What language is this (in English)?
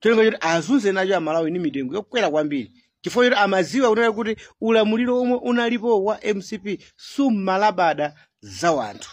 Nyanja